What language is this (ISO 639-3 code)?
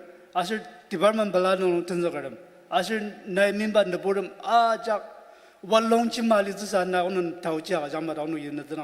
njo